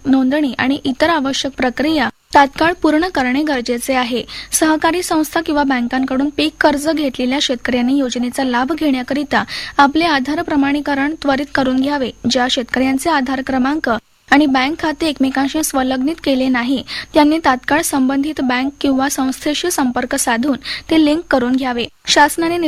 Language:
Marathi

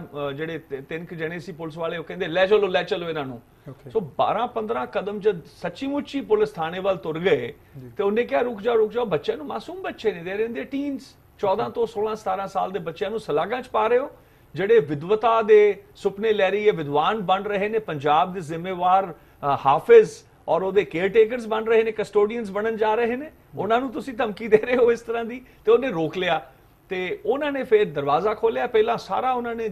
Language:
Punjabi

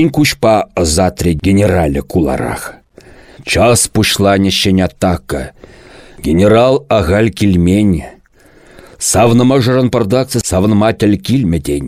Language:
Chuvash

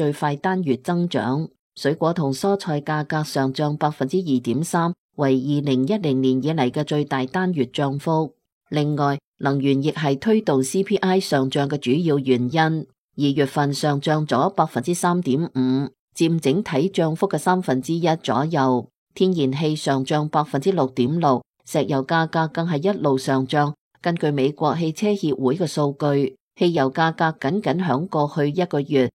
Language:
Cantonese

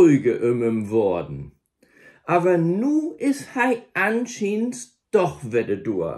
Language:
Low German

